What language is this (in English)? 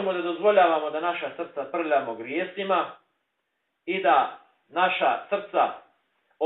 Bosnian